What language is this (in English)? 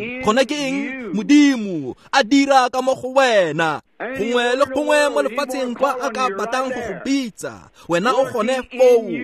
Tswana